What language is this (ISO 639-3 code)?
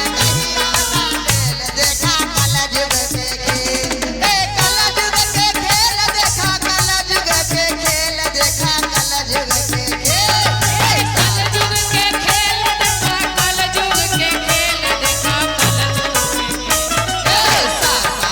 mag